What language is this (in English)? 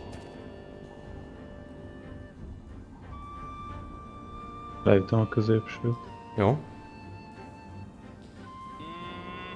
Hungarian